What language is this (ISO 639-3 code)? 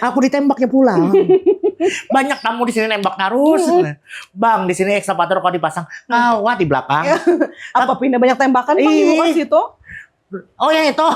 bjn